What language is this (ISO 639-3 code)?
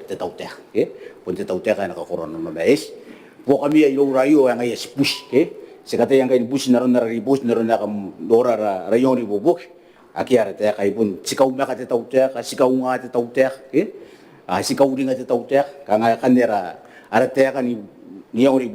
gil